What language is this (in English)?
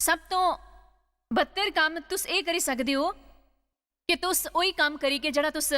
Dogri